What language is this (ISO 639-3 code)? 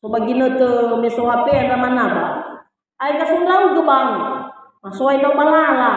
nia